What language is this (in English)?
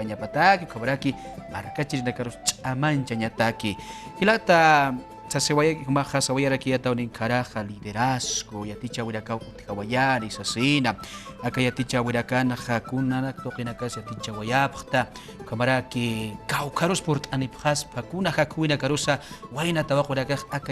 Aymara